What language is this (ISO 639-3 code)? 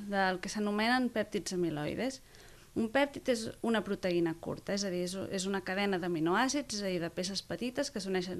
cat